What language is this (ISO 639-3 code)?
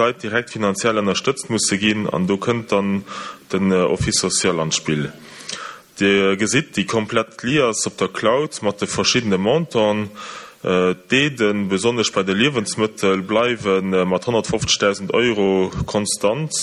ltz